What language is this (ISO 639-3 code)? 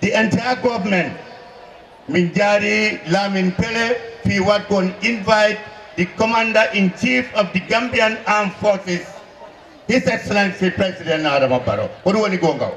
ful